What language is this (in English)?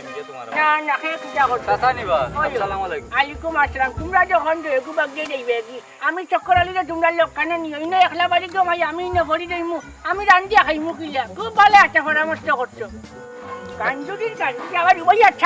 Sylheti